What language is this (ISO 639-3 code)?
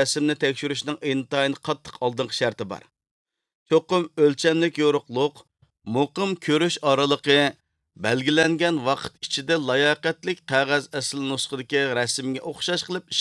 uig